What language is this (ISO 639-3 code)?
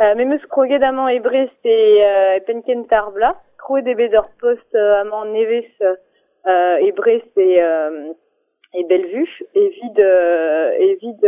bre